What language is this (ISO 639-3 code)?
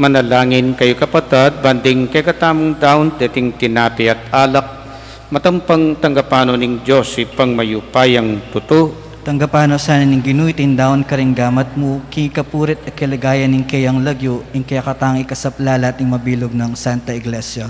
pam